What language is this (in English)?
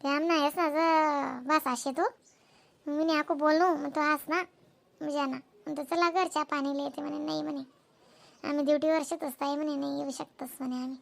Khandesi